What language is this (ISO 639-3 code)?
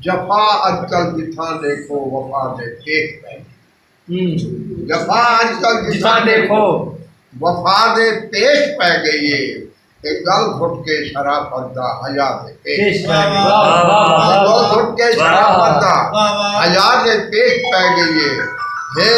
skr